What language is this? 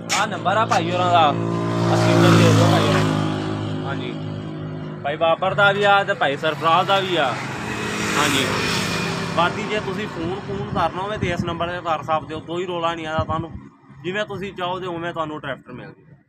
Punjabi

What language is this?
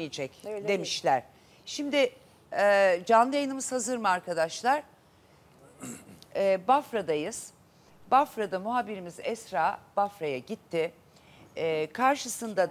Turkish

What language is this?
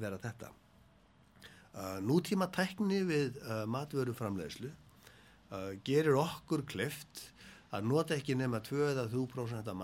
Icelandic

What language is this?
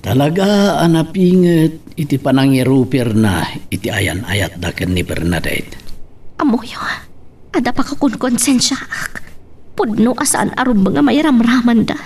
Iloko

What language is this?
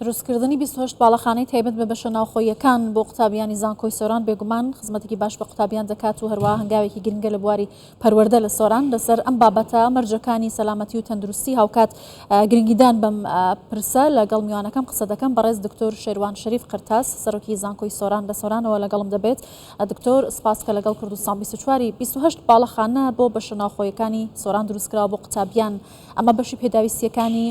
Central Kurdish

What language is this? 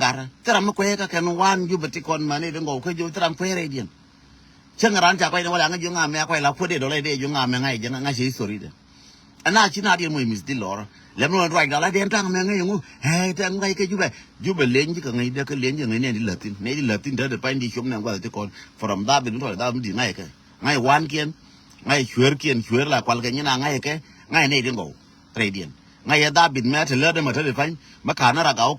Nuer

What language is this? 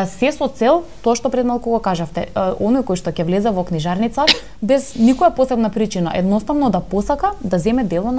Macedonian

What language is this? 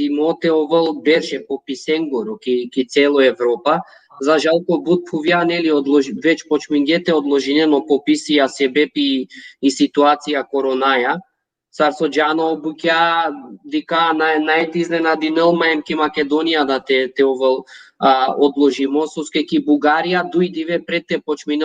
Balkan Romani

